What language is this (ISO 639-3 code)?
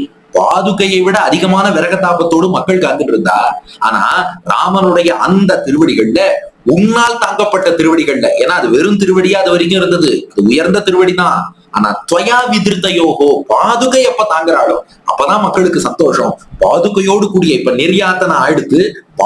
tam